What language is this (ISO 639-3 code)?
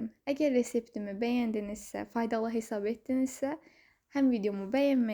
aze